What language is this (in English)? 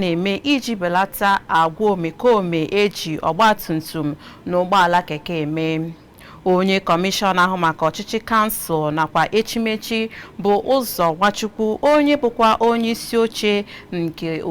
Igbo